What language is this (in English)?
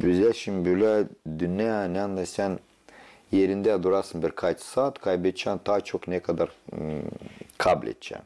Gagauz